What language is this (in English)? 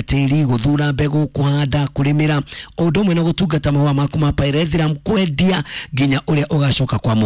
Kikuyu